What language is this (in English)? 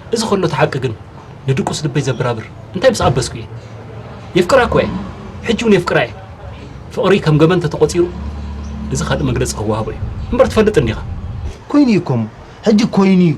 Tigrinya